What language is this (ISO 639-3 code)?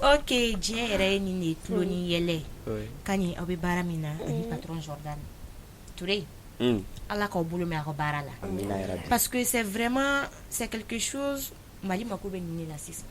bam